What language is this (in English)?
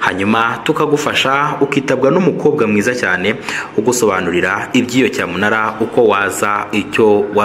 Kinyarwanda